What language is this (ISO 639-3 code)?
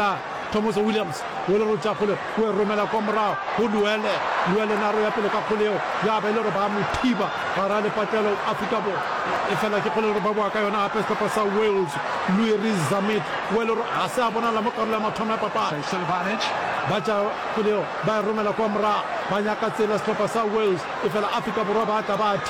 nso